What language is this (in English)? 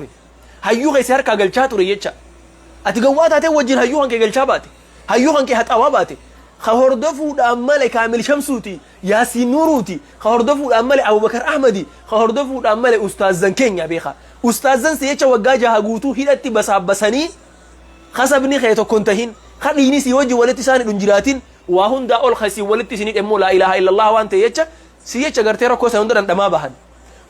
Oromo